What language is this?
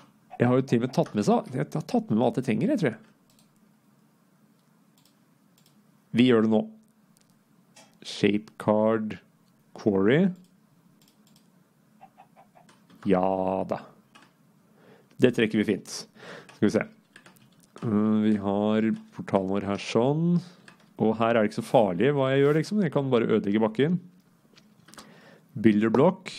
Norwegian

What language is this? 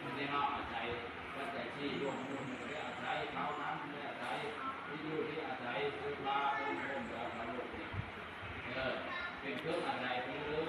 Northeastern Thai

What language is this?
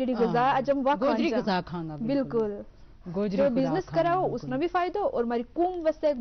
Gujari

